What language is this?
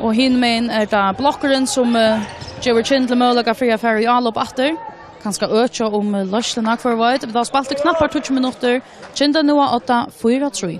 Faroese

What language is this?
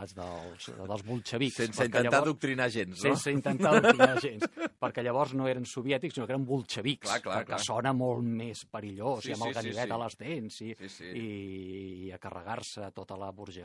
Catalan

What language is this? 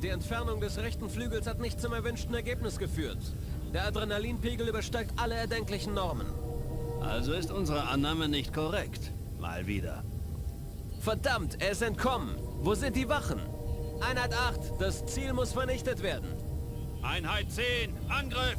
Bavarian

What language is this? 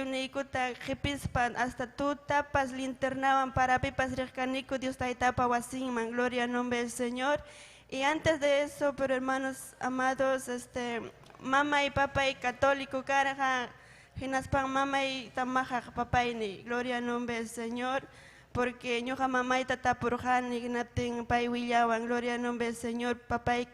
Ayacucho Quechua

